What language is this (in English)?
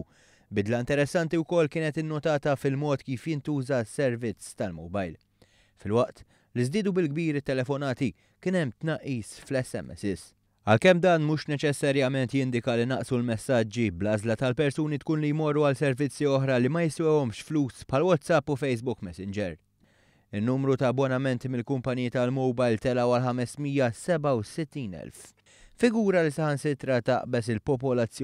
Maltese